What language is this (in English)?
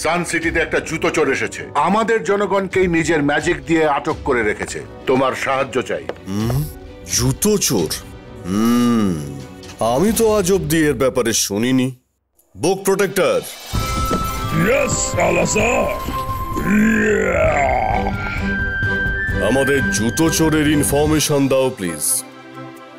Bangla